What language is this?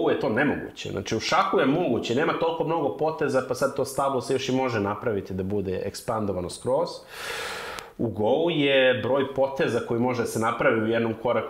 Serbian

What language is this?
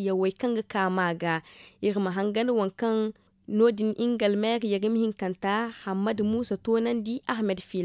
Zarma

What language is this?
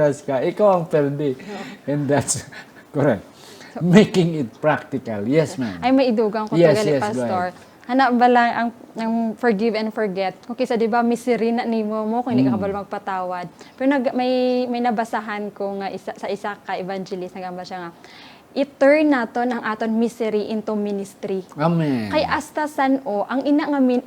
Hiligaynon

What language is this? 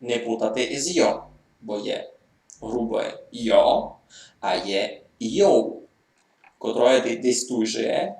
Rusyn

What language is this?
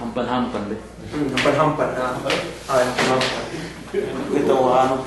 Yakan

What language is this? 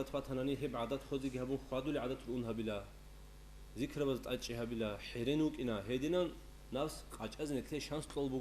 Avaric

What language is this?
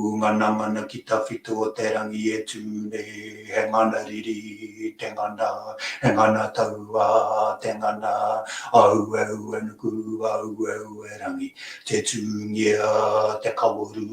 Māori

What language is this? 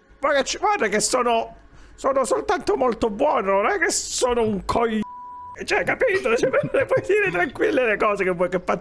Italian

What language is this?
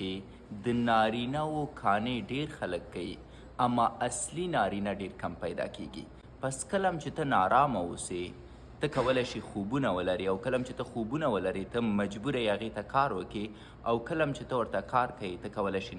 Pashto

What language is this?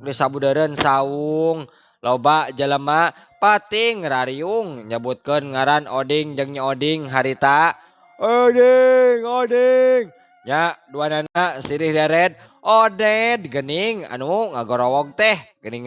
Sundanese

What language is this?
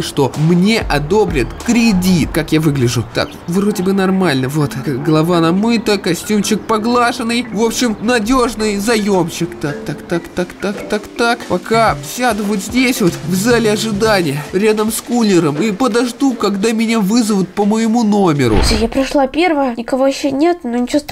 Russian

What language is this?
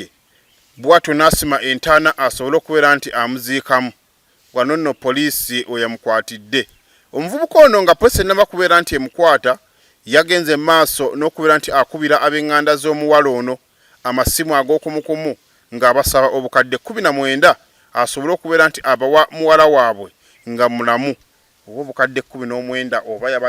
Ganda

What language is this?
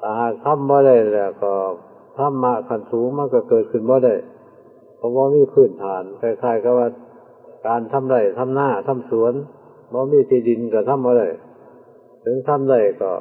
Northeastern Thai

